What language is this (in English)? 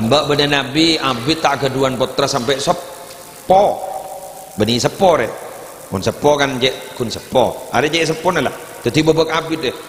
Madurese